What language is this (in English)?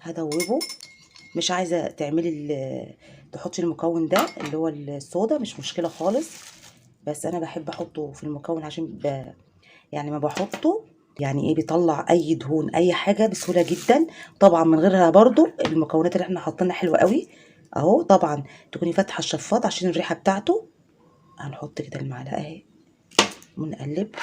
Egyptian Arabic